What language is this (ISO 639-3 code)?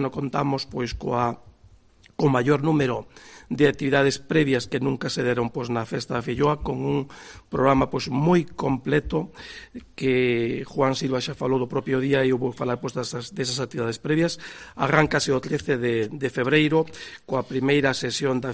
glg